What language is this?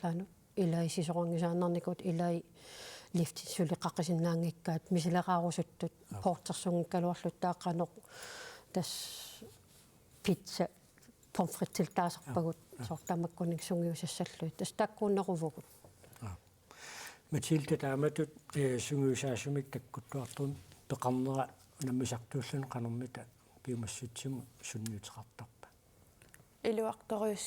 Kalaallisut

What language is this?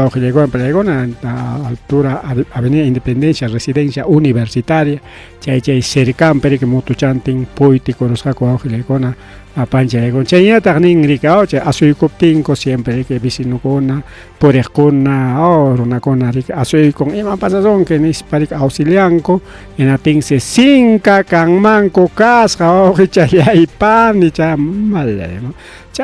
Ayacucho Quechua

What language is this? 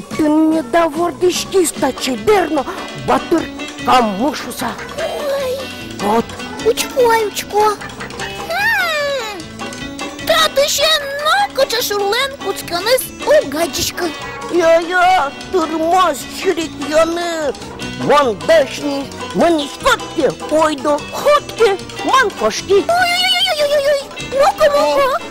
Udmurt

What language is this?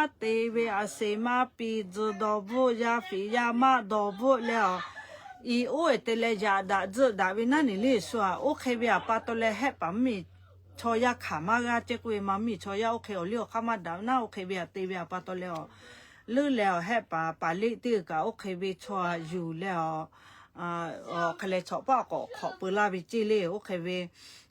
Lahu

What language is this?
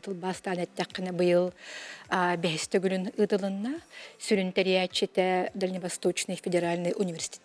Yakut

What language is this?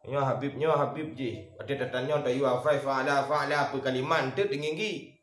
Achinese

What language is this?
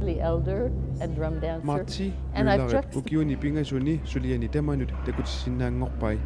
Kalaallisut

